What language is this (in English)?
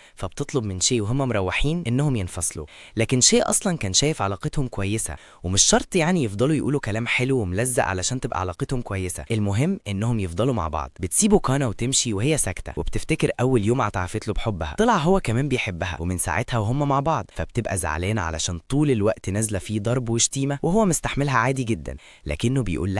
Egyptian Arabic